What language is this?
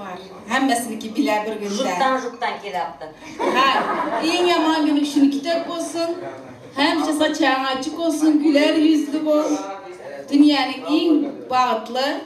Turkmen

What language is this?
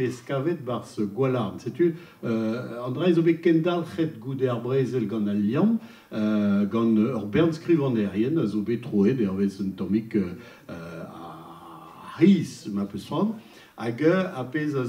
Breton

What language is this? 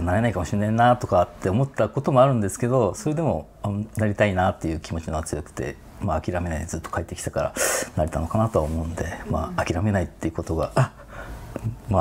Japanese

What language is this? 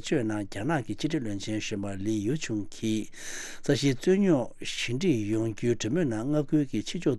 Tibetan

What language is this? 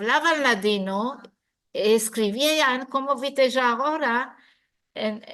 Ladino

